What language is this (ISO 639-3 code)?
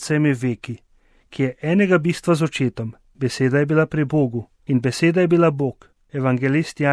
slv